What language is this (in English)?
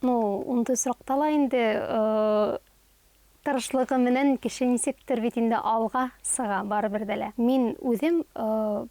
Bashkir